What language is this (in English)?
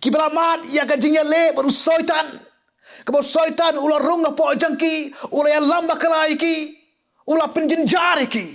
Khasi